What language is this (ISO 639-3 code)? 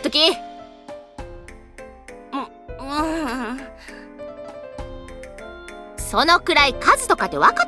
jpn